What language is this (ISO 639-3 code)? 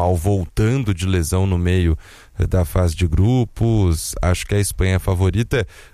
por